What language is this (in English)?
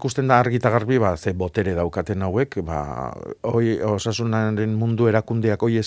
Basque